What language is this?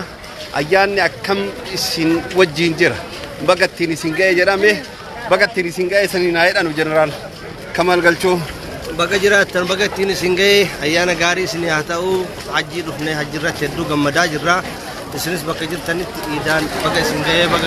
Oromo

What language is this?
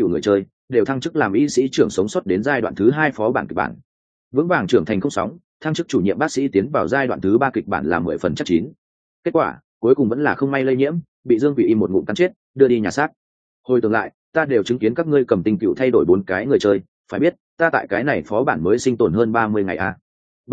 Vietnamese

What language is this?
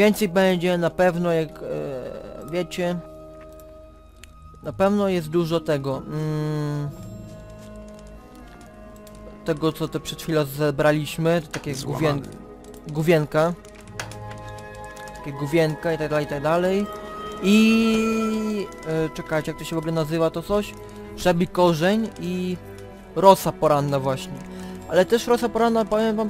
Polish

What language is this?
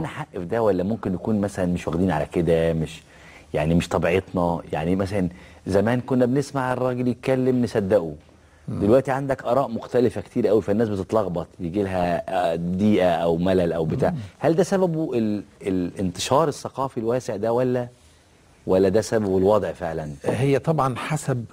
Egyptian Arabic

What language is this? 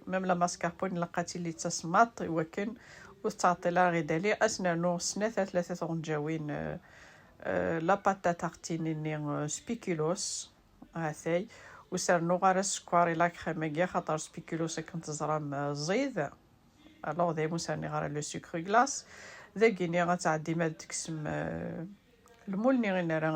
Kabyle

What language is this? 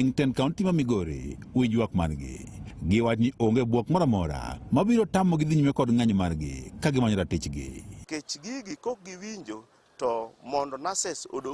Luo (Kenya and Tanzania)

